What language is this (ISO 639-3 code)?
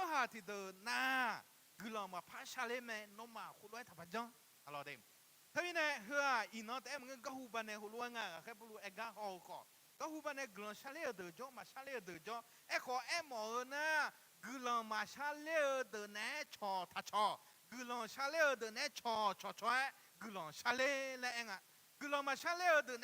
ahk